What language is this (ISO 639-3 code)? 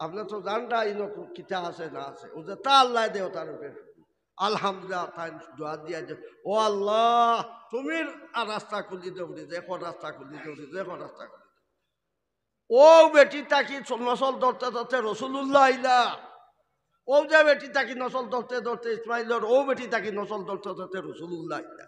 syl